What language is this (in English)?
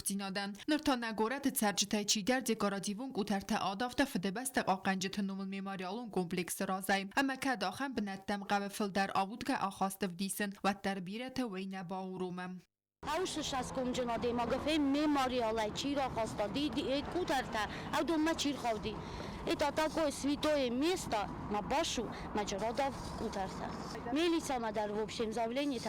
Ossetic